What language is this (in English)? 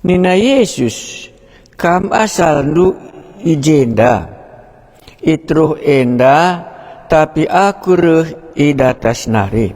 Batak Karo